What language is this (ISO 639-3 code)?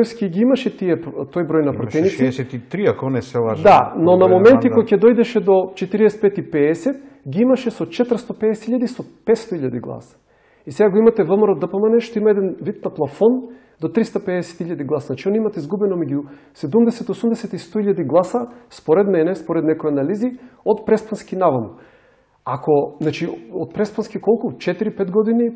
mkd